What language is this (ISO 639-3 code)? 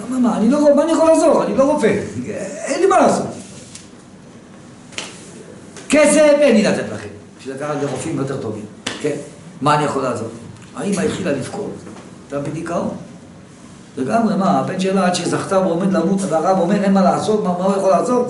heb